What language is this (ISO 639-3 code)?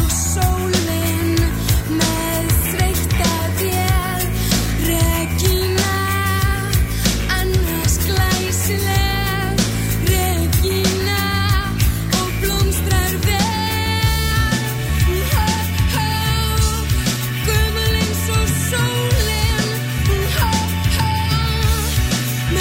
isl